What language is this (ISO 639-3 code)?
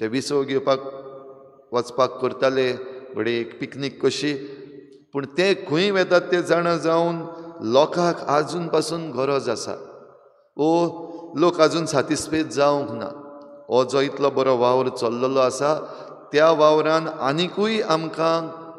kok